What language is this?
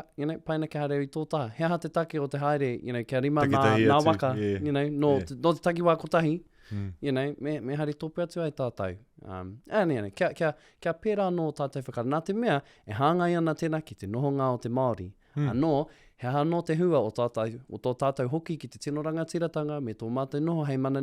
Māori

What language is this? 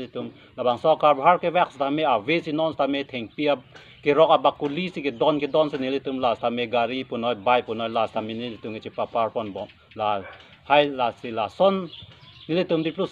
Karbi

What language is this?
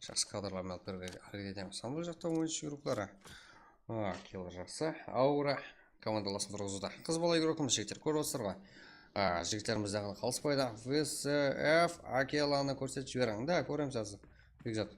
Kara-Kalpak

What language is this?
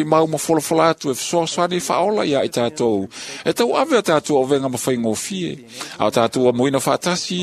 Samoan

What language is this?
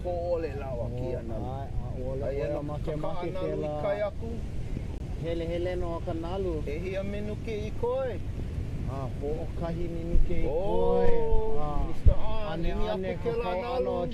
Hawaiian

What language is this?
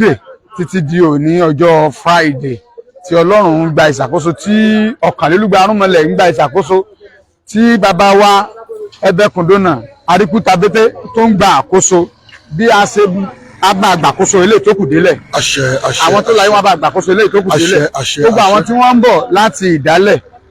Yoruba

